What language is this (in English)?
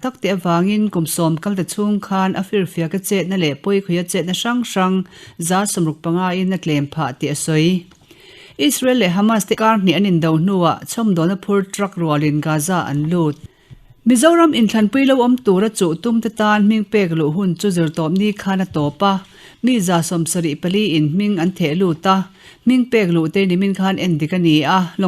Mizo